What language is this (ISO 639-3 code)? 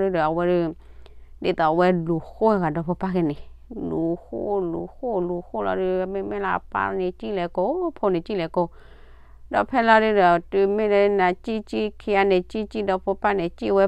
ksw